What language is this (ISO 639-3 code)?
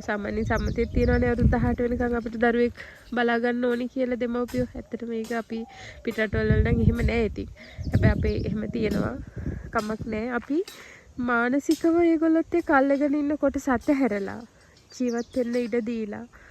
sin